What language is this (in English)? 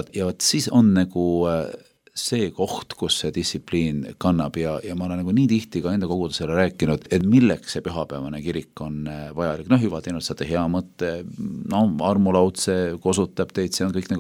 Estonian